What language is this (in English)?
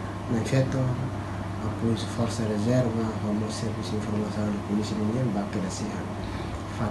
Tetum